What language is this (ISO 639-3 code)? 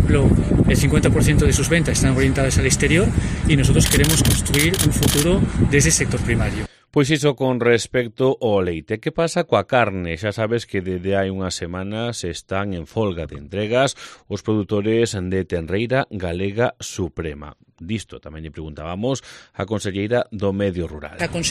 glg